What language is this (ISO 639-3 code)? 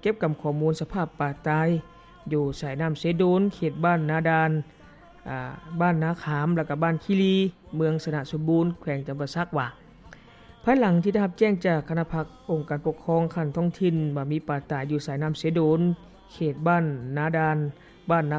lao